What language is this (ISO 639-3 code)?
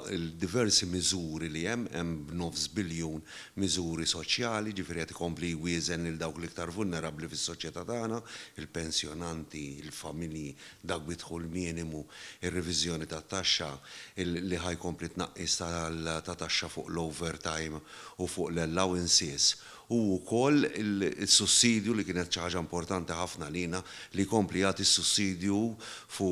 mlt